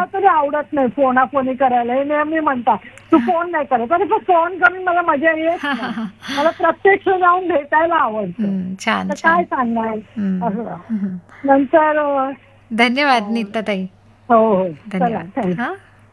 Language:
Marathi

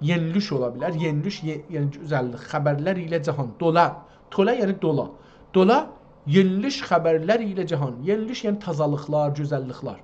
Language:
South Azerbaijani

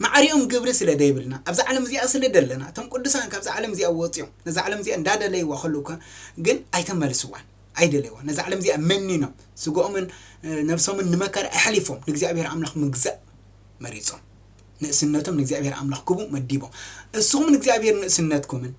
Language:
Tigrinya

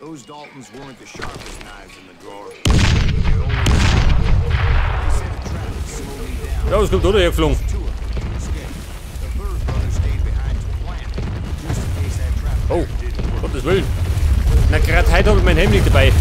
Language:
Bavarian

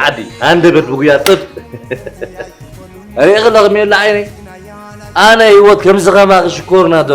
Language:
Tigrinya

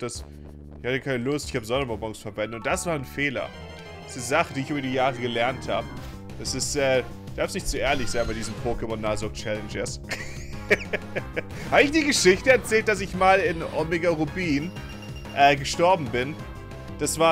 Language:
German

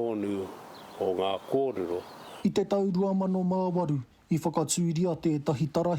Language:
Māori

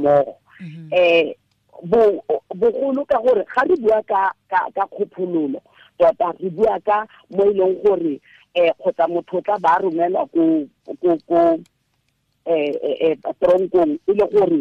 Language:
Tswana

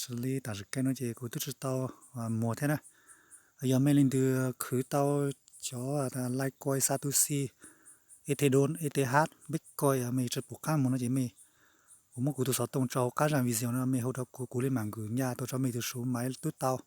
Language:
Hmong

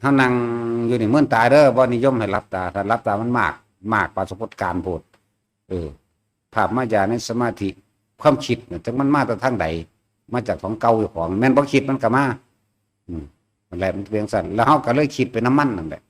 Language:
Northeastern Thai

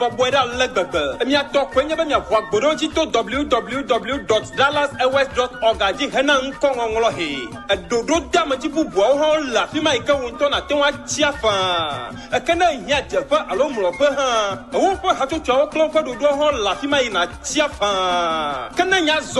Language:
Ewe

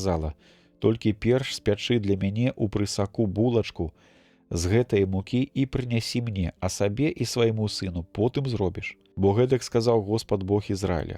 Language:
Belarusian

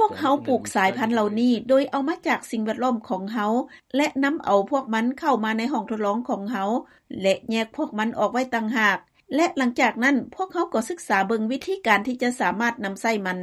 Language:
Lao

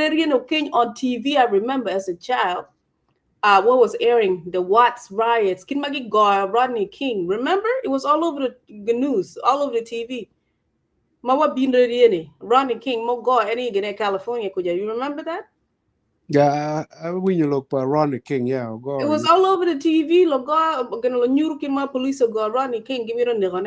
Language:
Acoli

